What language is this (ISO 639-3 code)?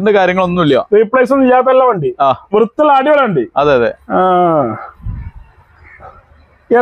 mal